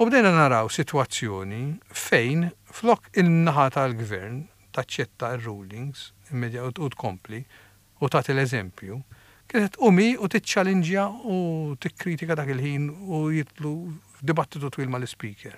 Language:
Maltese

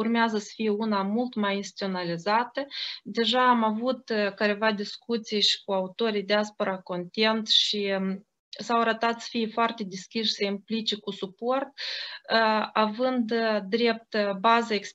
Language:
Romanian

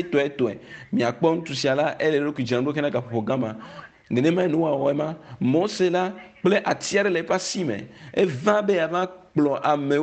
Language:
Ewe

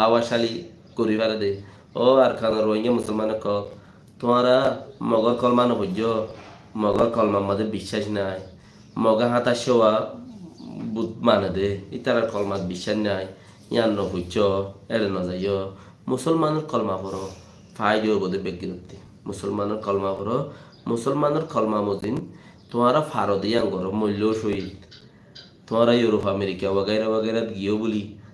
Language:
Rohingya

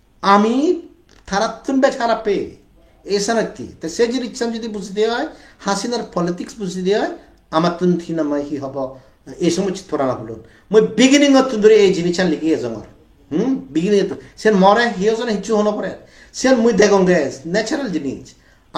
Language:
Chakma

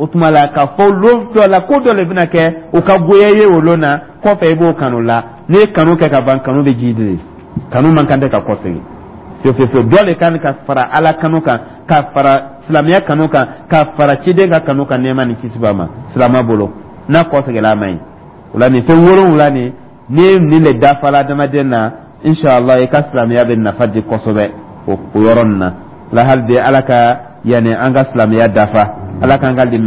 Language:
Dyula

